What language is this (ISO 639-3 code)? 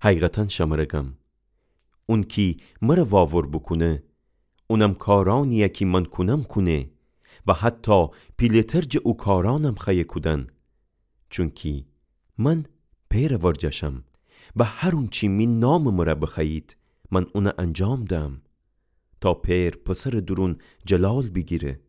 glk